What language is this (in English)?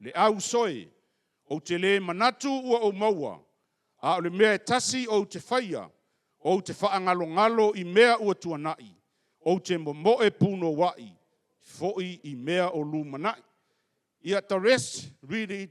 Samoan